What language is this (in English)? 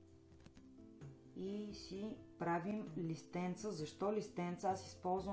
Bulgarian